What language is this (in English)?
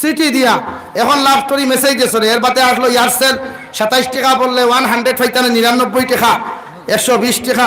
Sylheti